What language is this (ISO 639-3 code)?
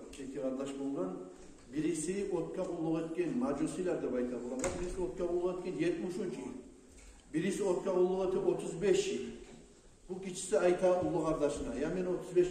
kum